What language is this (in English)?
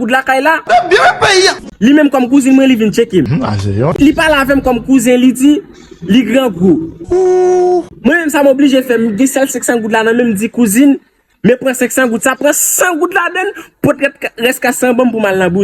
Haitian Creole